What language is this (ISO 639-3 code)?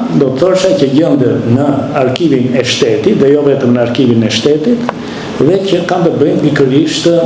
sqi